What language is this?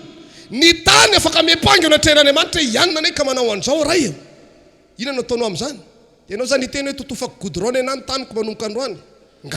Malagasy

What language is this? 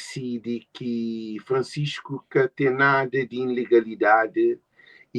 Kabuverdianu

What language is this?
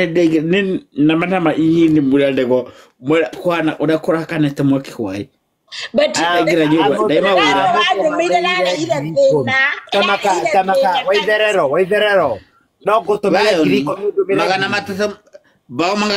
Kikuyu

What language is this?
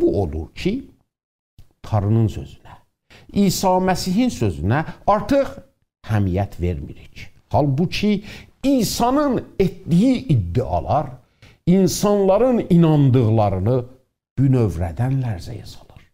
South Azerbaijani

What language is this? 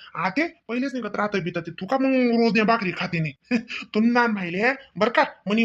Khandesi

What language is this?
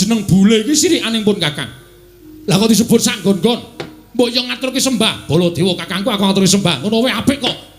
Javanese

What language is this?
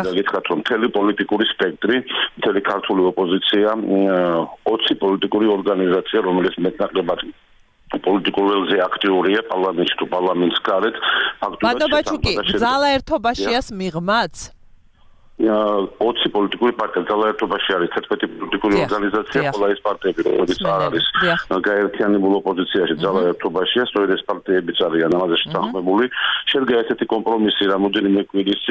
Georgian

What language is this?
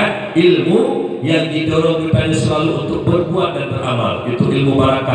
Achinese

